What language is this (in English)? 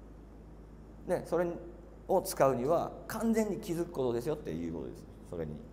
Japanese